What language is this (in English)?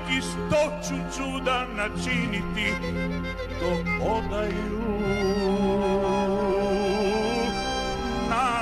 Serbian